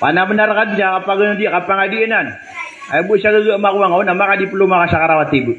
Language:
Maranao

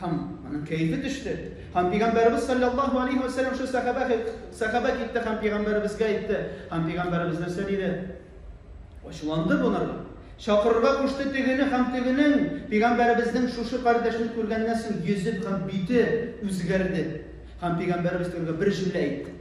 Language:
Tatar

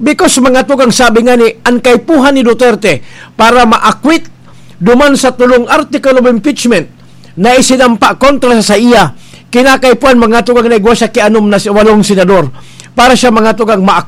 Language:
Bikol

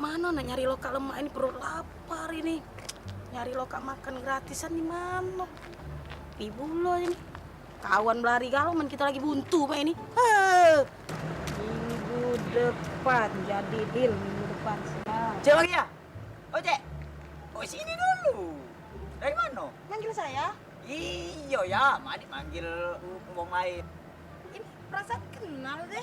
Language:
Musi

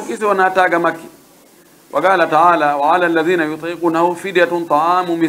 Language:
Pular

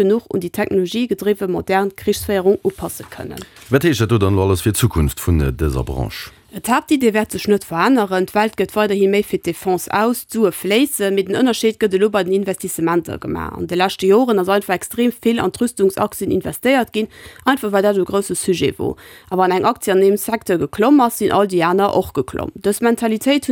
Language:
Luxembourgish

